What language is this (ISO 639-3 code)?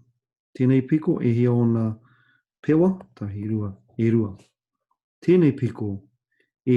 mri